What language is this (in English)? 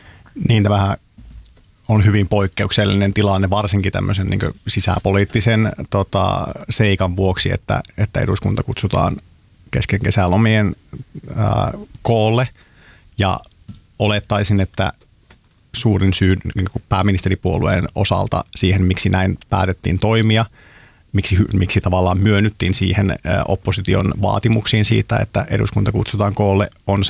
Finnish